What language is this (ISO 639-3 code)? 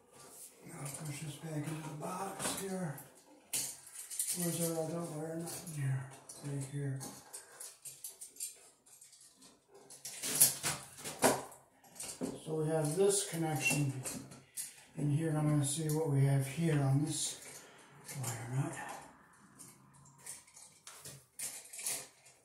eng